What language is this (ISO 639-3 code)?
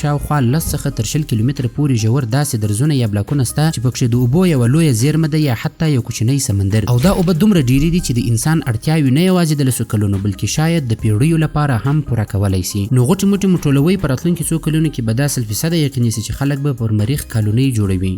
pus